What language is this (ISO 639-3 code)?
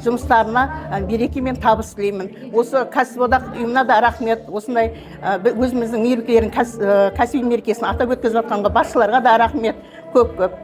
kaz